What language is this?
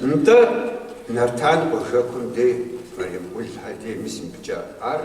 Kabardian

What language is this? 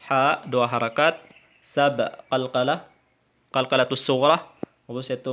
Tausug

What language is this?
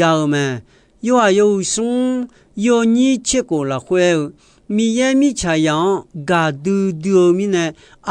Akha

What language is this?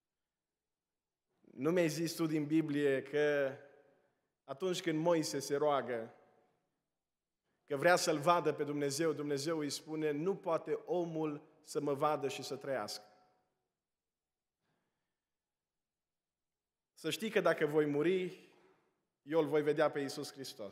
Romanian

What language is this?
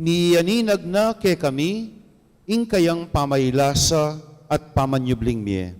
Pampanga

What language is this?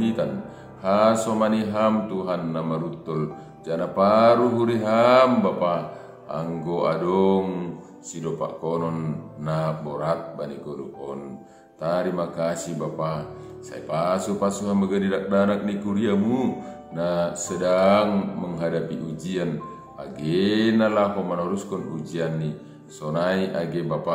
Batak Simalungun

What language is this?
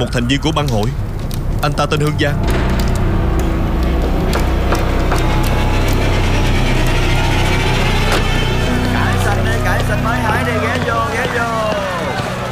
Vietnamese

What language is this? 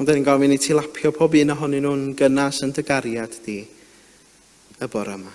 Welsh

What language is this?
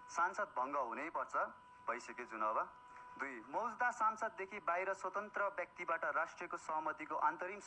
Nepali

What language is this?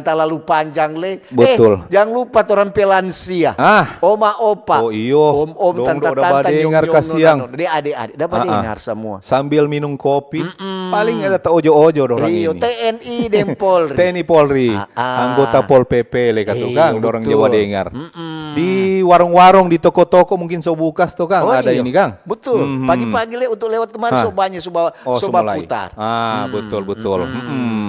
Manado Malay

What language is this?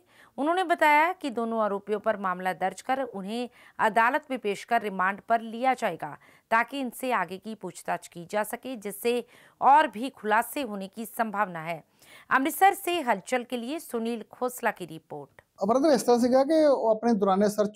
Hindi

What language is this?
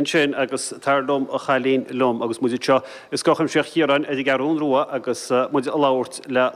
Irish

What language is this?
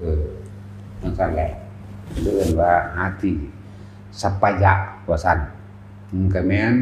Northeastern Thai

